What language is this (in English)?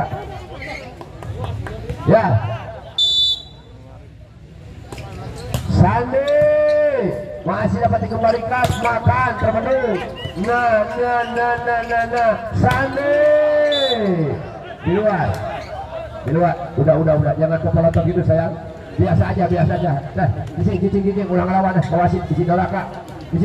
Indonesian